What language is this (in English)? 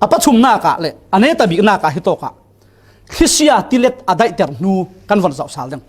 Falam Chin